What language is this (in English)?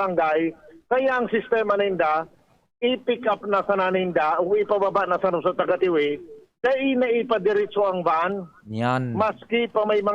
Bikol